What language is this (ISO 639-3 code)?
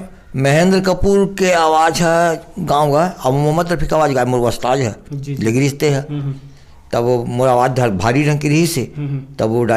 hne